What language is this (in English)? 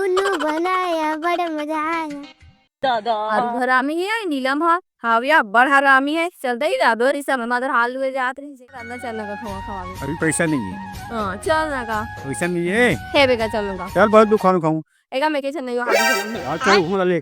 Chhattisgarhi